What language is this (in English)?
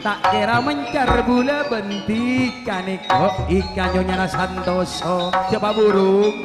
Madurese